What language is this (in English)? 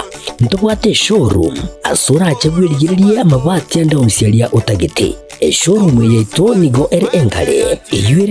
Gusii